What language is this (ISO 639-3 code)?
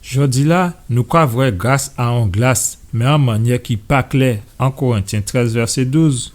gcf